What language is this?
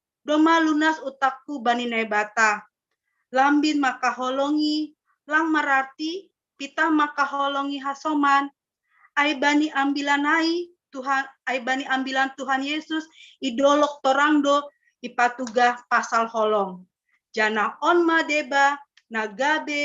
Batak Simalungun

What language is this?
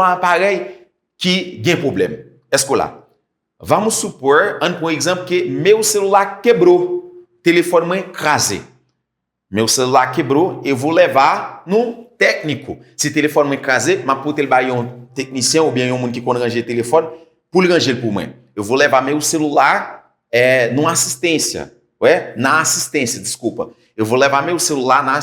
Haitian Creole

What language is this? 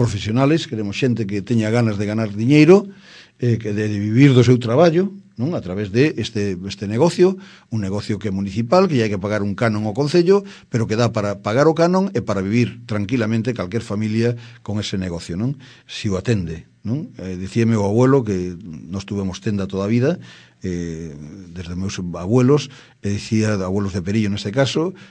Galician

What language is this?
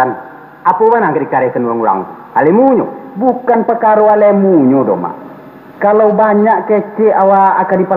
Minangkabau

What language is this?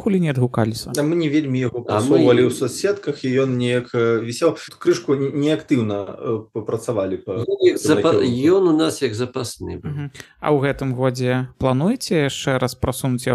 Belarusian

